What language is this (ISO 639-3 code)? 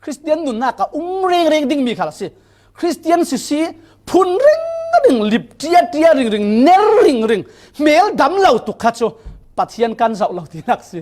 cfm